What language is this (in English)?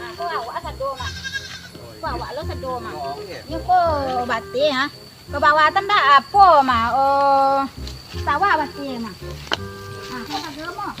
Minangkabau